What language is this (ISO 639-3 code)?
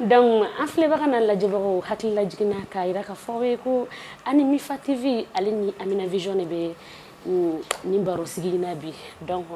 bam